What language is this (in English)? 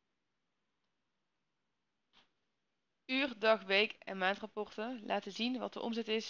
Dutch